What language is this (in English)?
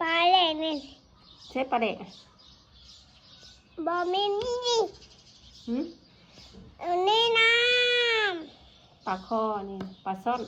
Northeastern Thai